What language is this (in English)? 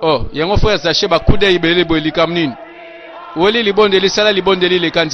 Lingala